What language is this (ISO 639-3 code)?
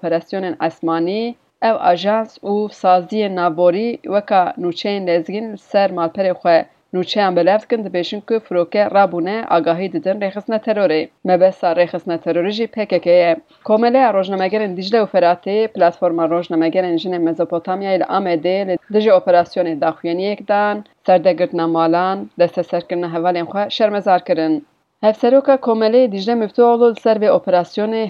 kur